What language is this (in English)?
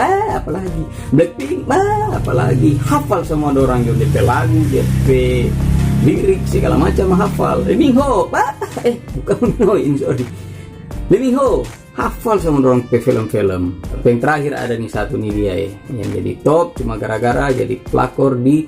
Manado Malay